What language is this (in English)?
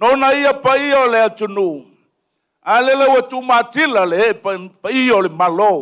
Samoan